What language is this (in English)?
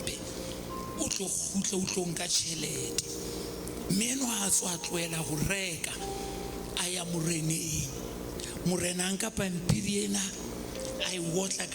Southern Sotho